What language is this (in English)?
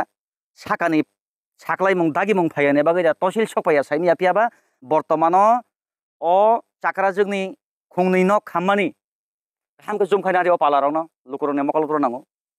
Kok Borok